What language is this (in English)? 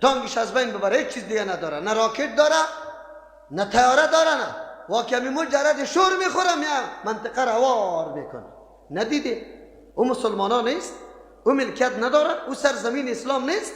Persian